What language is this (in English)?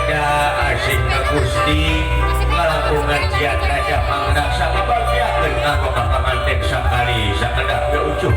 Sundanese